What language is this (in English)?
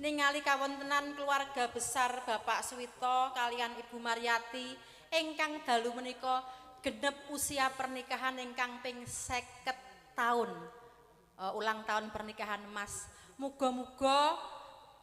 Javanese